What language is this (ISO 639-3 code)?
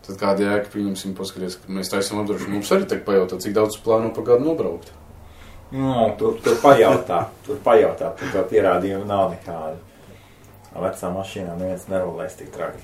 lav